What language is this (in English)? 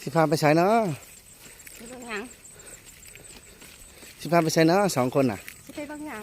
Lao